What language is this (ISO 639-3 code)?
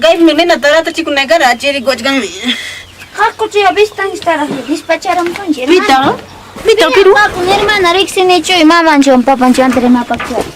quy